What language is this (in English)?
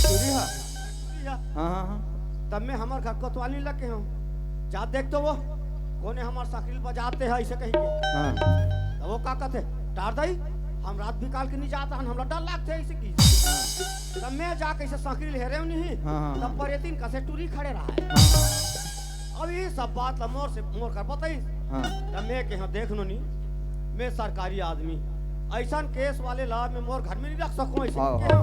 Chhattisgarhi